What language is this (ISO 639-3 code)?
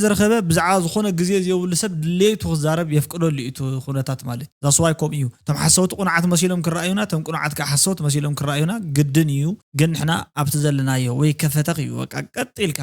tir